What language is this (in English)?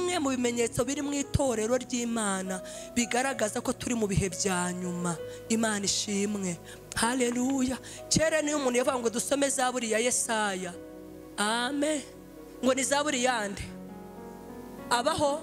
Kinyarwanda